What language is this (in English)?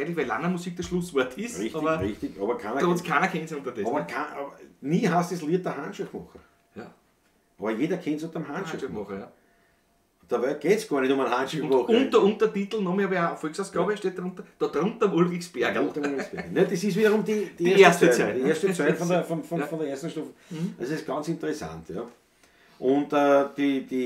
Bavarian